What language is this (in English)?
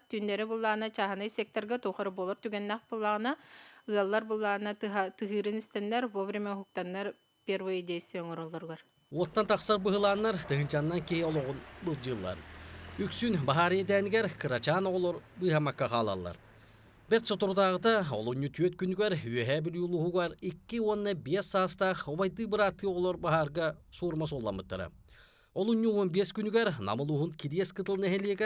Yakut